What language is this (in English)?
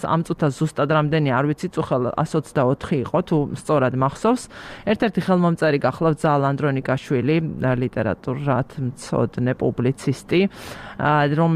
Georgian